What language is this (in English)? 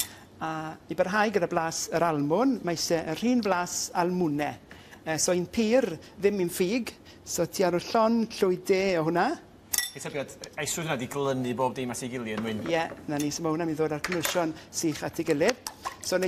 Welsh